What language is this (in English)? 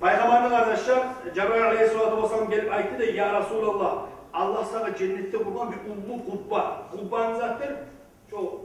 Kumyk